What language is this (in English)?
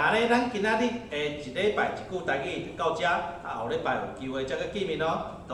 Min Nan Chinese